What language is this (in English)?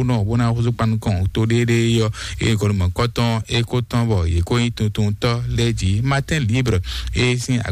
Fon